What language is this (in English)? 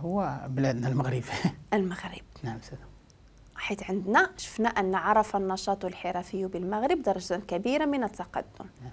Moroccan Arabic